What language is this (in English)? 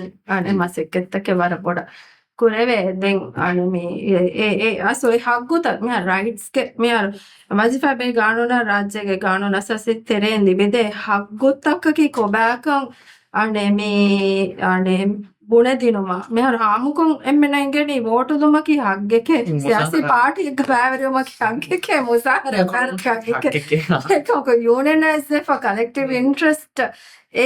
Divehi